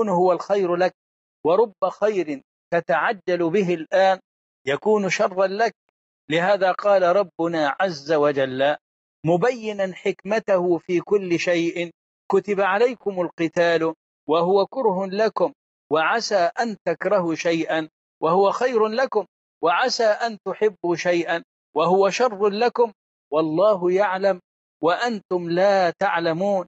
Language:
Arabic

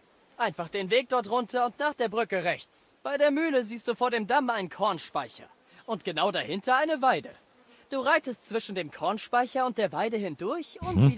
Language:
Bavarian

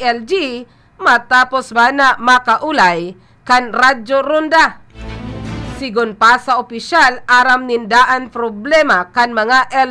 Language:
Bikol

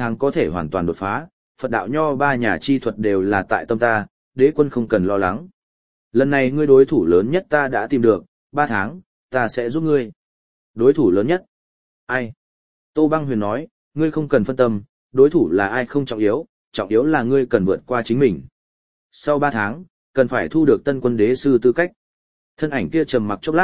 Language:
Vietnamese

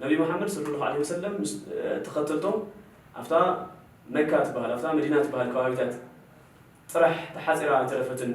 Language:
Tigrinya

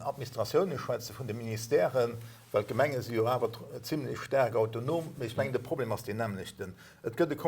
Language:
Luxembourgish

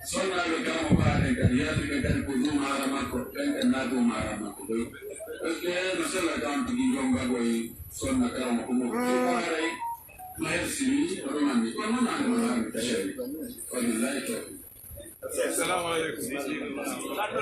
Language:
Pular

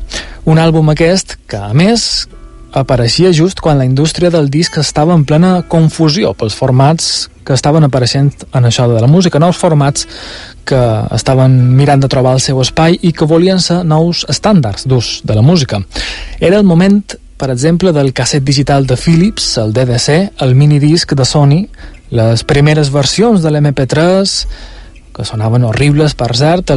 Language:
Catalan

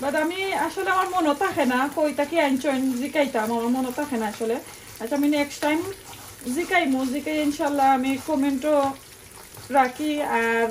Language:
Sylheti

